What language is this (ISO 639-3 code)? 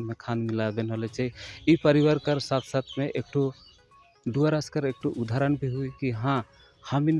sck